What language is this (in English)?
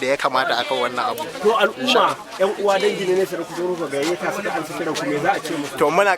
Hausa